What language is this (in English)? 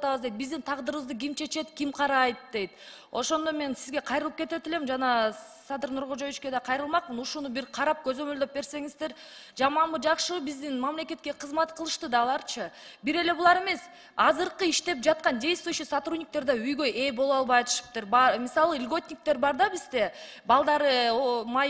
Kyrgyz